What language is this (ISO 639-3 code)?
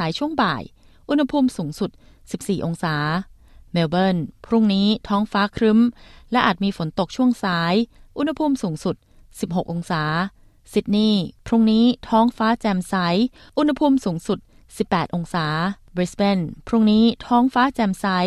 tha